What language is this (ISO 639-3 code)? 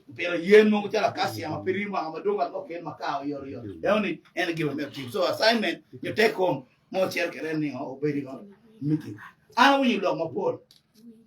ach